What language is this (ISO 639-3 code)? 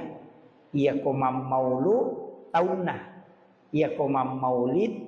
bug